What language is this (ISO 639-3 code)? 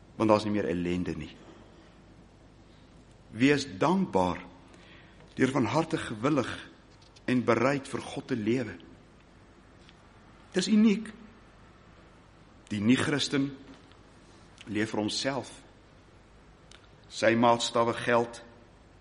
afr